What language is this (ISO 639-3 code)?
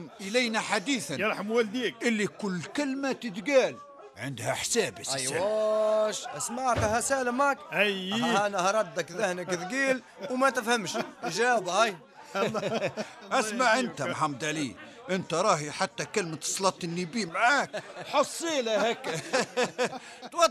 aeb